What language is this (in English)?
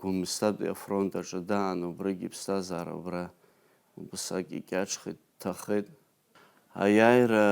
Abkhazian